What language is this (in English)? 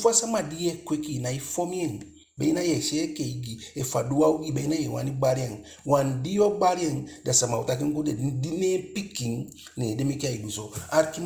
Eastern Maroon Creole